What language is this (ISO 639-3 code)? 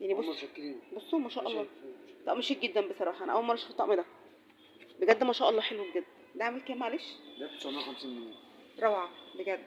arz